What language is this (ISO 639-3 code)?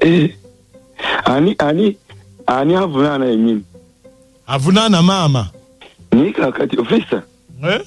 lug